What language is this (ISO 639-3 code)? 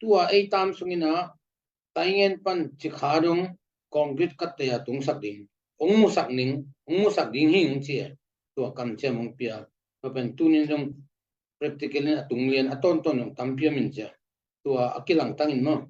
ctd